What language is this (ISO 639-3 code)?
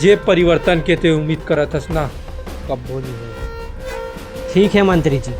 hne